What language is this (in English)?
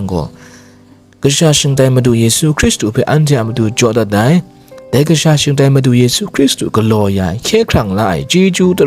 Kachin